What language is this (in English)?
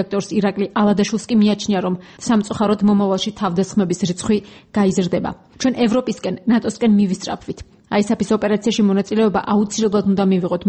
Georgian